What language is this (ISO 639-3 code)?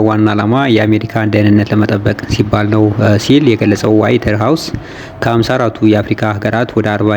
amh